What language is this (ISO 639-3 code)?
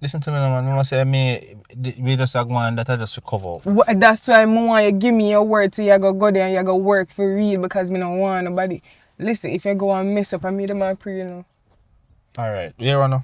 jam